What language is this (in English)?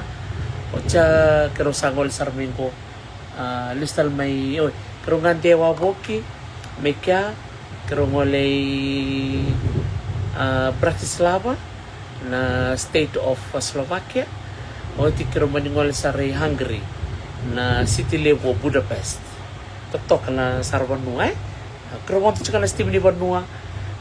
Fijian